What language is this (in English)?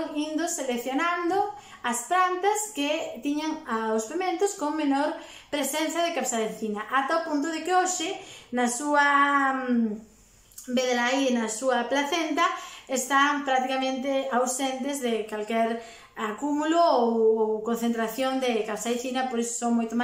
Galician